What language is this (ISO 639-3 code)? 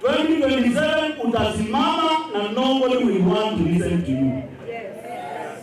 kam